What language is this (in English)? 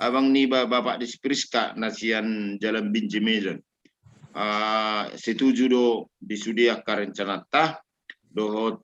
Batak Toba